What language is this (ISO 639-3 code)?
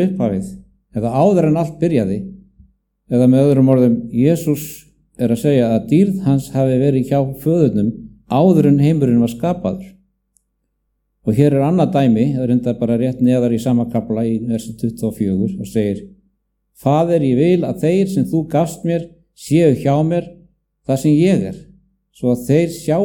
isl